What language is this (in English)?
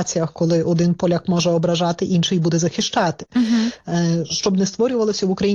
Ukrainian